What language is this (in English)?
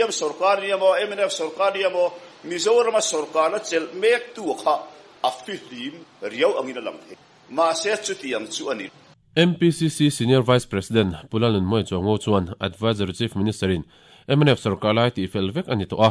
Mizo